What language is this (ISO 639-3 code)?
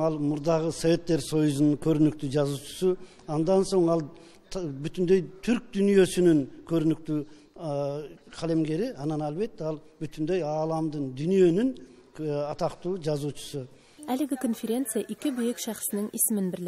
tat